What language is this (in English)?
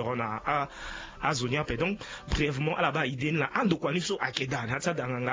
Sango